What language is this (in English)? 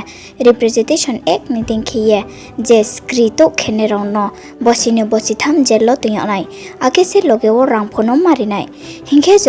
Riang (India)